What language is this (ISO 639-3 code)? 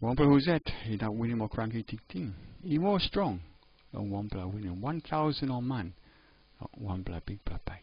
tpi